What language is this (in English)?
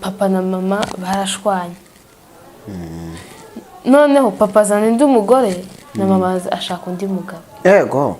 Kinyarwanda